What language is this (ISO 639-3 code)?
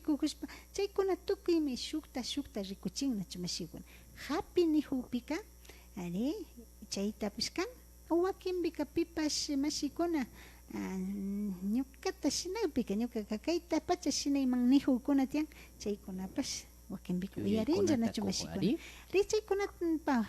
qvi